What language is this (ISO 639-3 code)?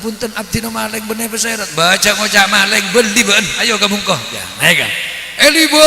mad